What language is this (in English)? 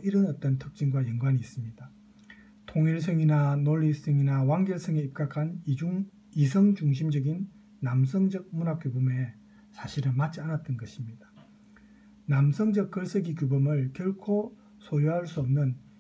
Korean